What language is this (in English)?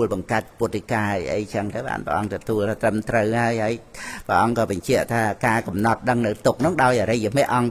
Khmer